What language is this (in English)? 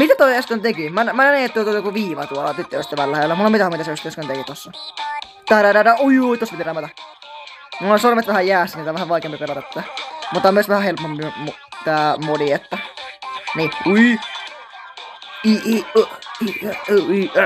Finnish